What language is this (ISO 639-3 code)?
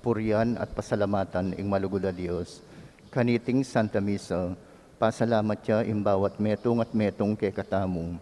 pam